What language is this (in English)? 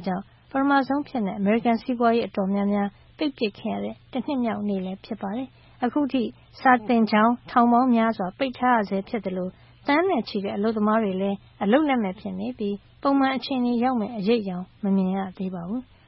Burmese